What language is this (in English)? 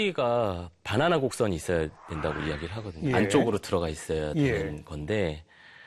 Korean